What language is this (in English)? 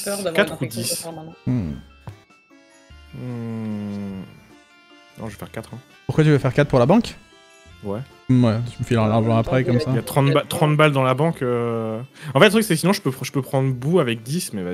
French